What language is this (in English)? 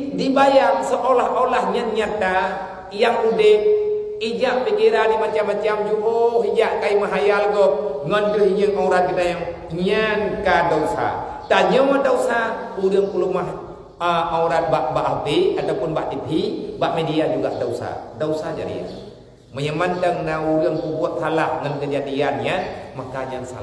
Achinese